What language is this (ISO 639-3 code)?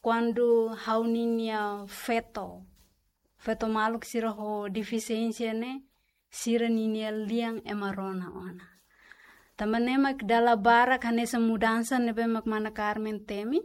tet